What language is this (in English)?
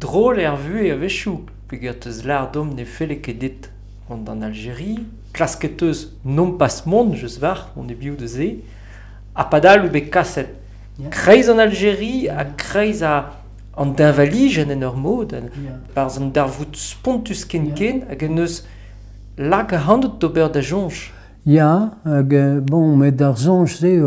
Breton